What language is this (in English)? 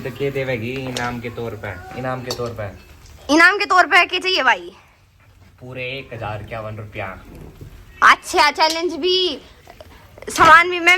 Haryanvi